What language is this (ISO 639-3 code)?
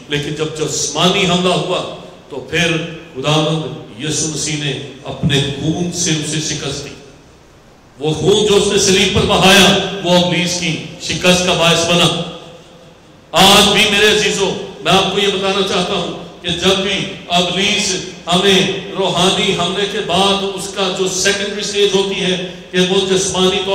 urd